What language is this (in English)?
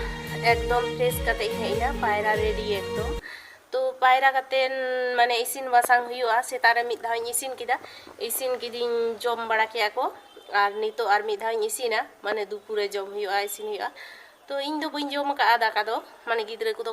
Santali